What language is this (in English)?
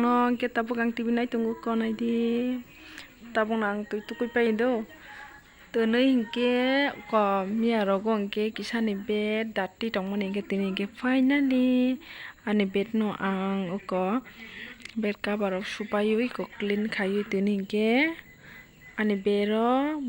Kok Borok